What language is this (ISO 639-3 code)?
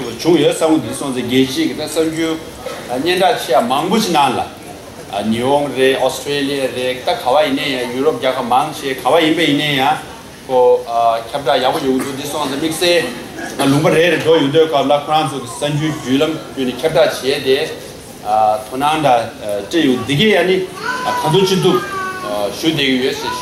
bod